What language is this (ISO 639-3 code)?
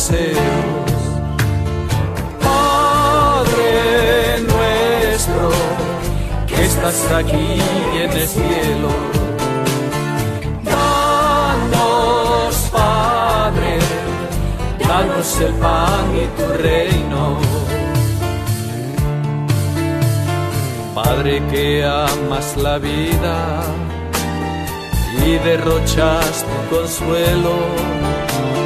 spa